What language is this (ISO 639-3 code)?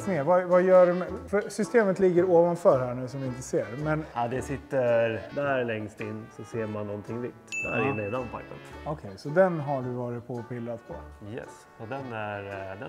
swe